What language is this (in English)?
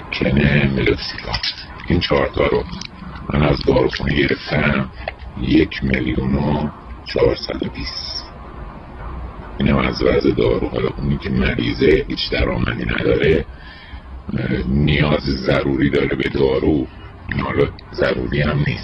Persian